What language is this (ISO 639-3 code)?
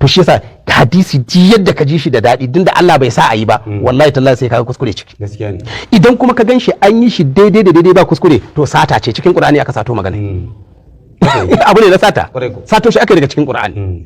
hau